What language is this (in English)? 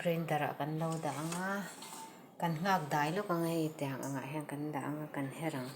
Mizo